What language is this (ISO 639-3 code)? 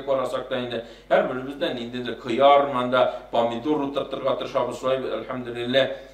tat